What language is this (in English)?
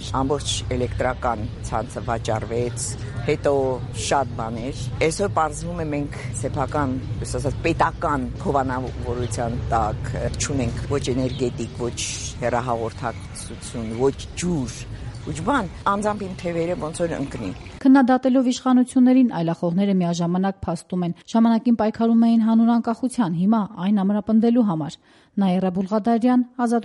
Armenian